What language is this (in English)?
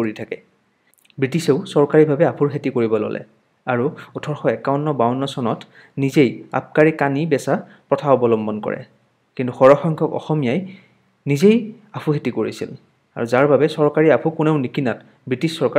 Assamese